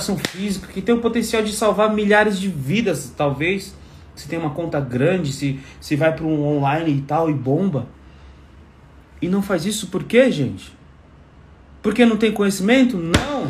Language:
Portuguese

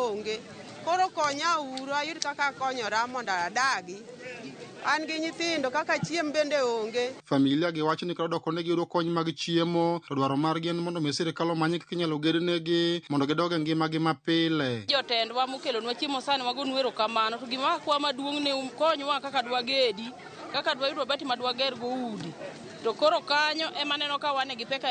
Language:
Luo (Kenya and Tanzania)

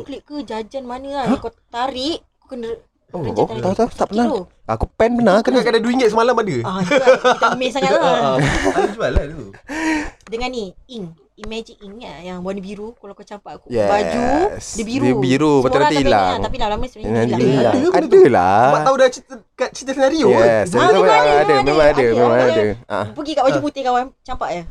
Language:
Malay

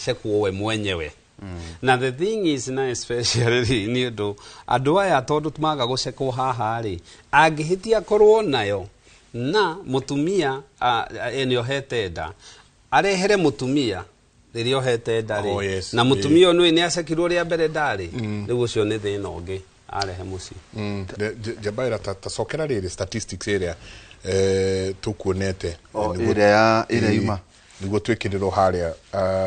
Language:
Kikuyu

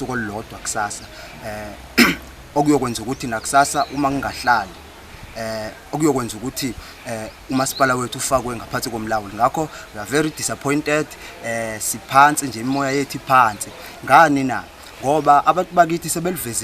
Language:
Zulu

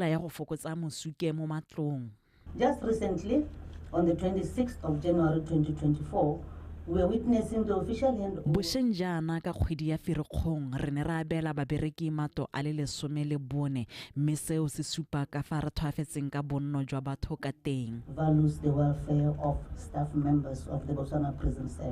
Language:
Tswana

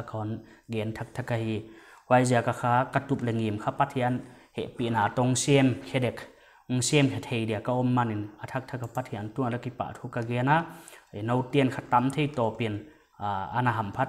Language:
Paite Chin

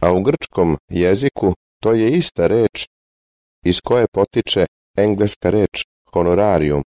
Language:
Serbian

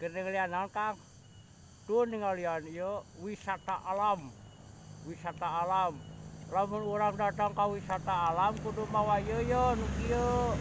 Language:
Sundanese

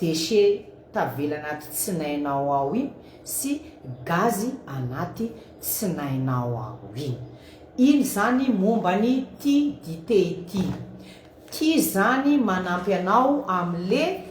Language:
Malagasy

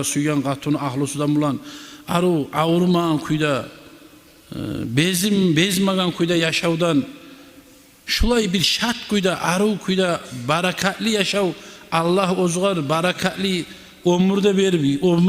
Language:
Kumyk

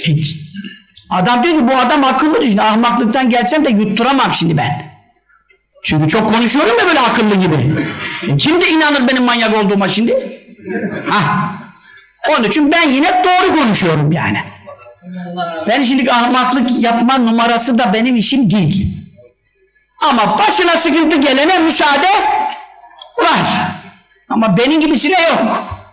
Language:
Turkish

